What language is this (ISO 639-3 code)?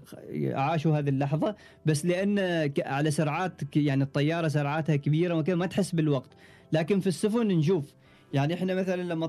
afb